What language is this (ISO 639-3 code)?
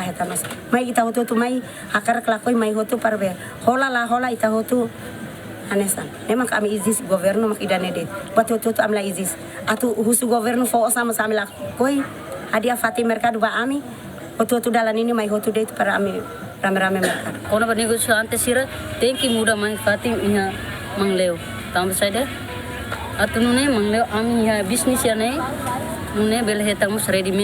tet